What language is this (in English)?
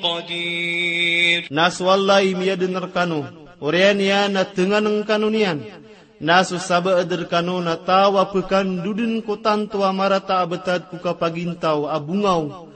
Maranao